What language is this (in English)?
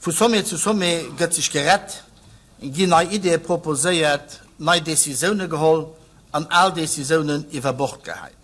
Luxembourgish